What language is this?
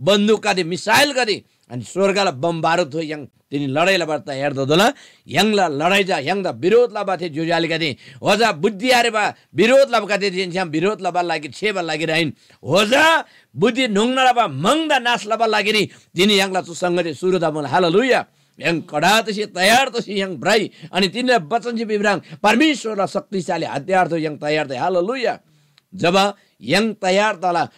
Eastern Tamang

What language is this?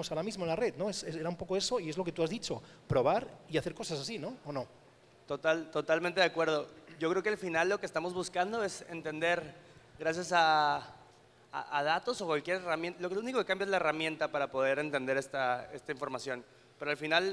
Spanish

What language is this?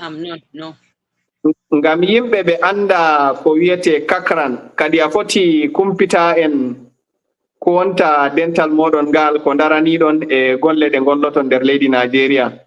Fula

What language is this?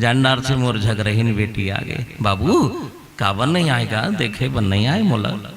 Chhattisgarhi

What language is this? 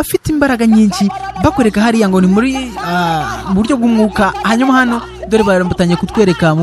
Kinyarwanda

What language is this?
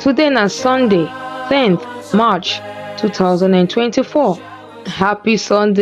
Nigerian Pidgin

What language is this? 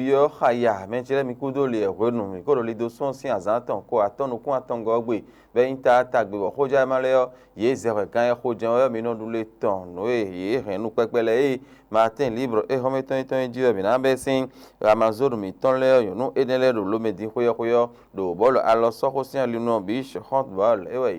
Fon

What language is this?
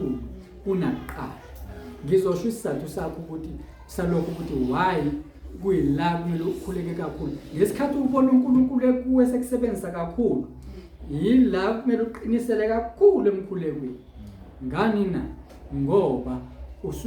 Zulu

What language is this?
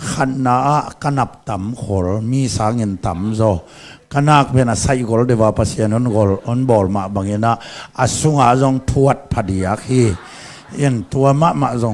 Tedim Chin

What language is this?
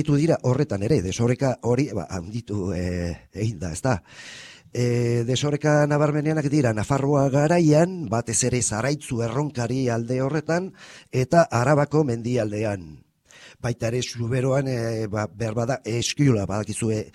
Basque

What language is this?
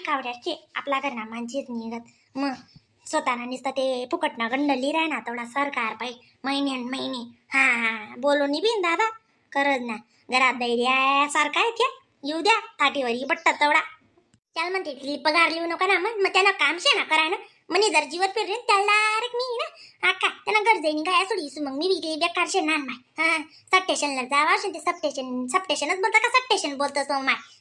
Khandesi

